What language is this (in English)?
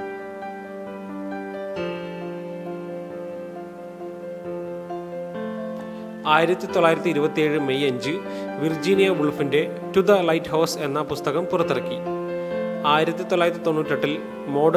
Malayalam